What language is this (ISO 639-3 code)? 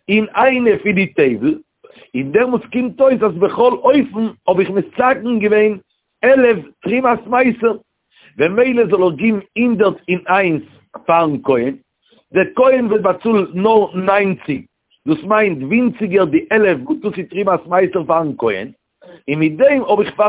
yid